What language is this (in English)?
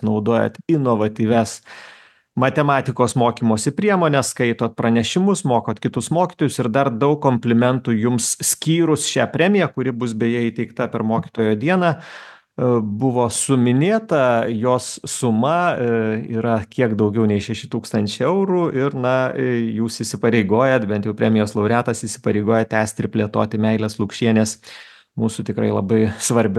Lithuanian